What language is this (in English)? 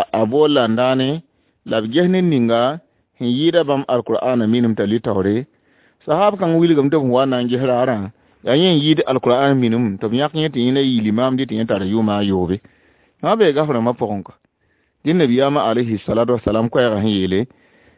Mossi